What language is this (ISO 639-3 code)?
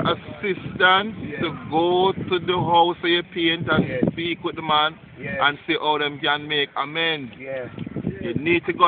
jam